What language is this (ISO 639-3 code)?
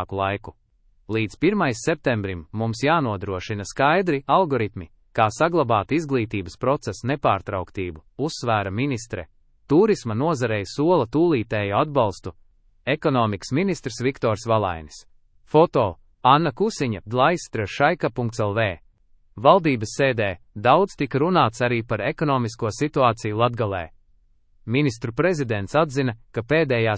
lav